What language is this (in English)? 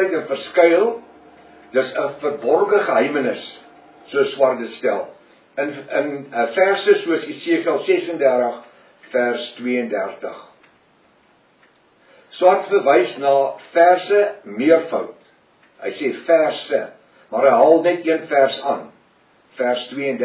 Afrikaans